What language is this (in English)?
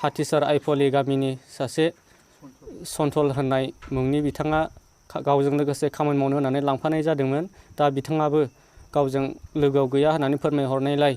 Bodo